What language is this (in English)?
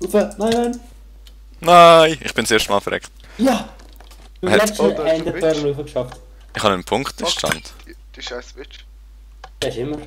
Swiss German